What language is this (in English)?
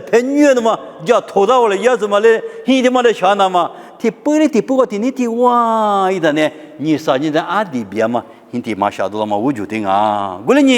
Lisu